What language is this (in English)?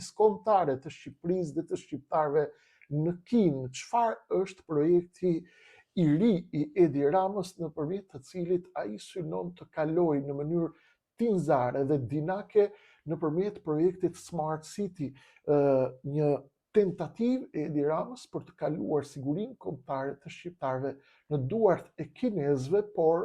Albanian